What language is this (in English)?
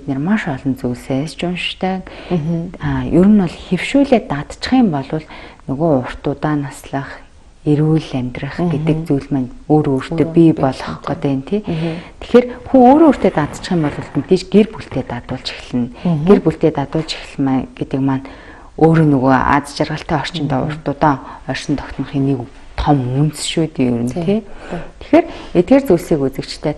Mongolian